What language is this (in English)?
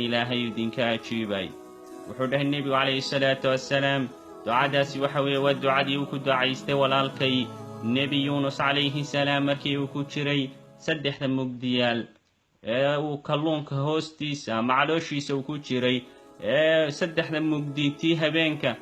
Somali